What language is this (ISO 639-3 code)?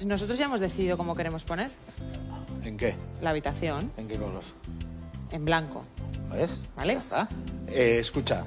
spa